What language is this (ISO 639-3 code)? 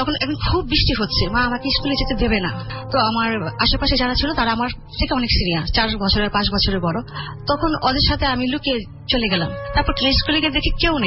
ben